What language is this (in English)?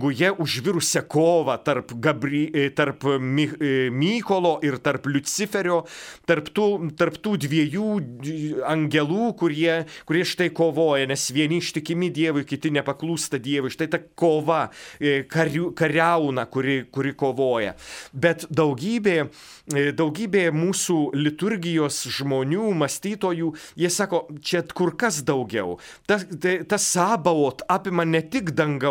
Lithuanian